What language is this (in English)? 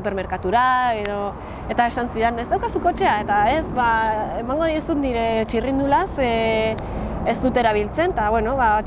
Basque